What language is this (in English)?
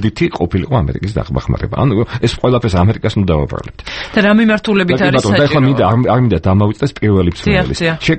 Georgian